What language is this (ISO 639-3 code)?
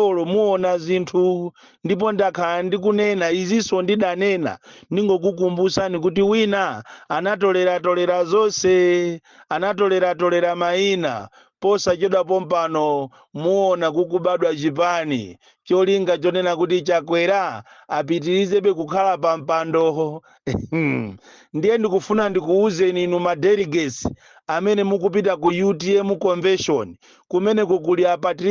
nya